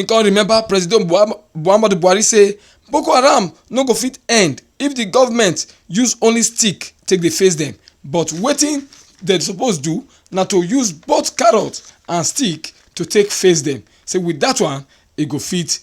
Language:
Nigerian Pidgin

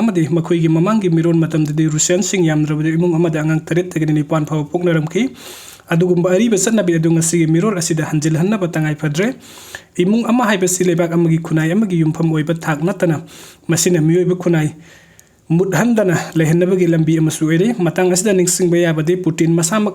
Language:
Manipuri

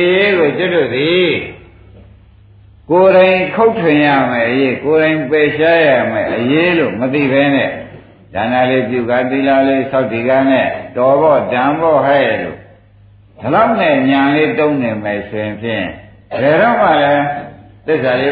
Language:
Burmese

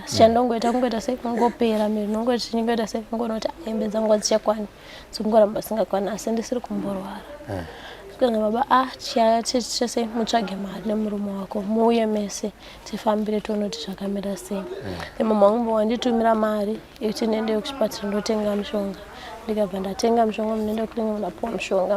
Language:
Shona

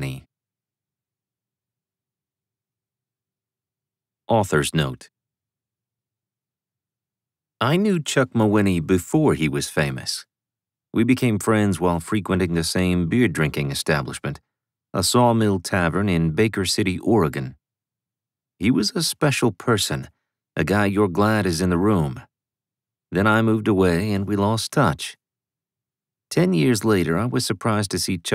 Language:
English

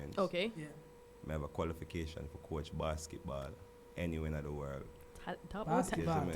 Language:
Jamaican Creole English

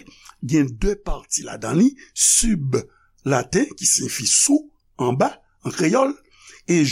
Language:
Haitian Creole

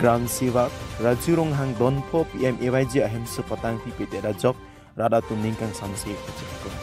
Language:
Karbi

